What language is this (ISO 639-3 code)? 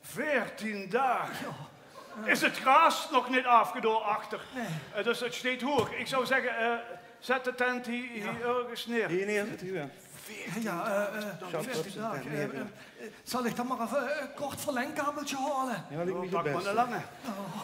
lim